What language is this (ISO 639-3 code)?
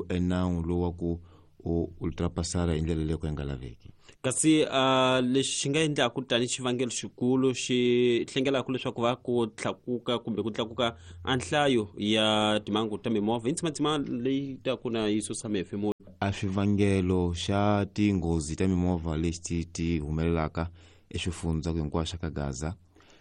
tso